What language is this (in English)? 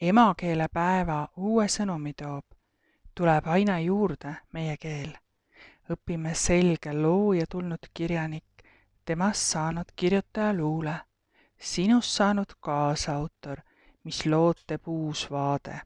Estonian